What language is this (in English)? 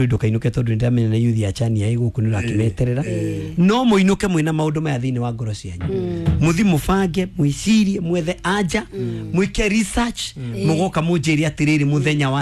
Kikuyu